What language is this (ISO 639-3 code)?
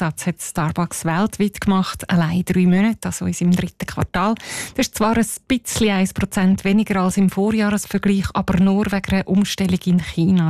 deu